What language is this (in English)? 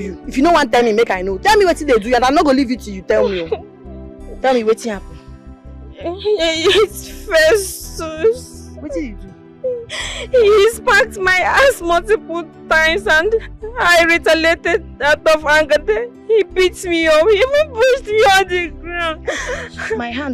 Nigerian Pidgin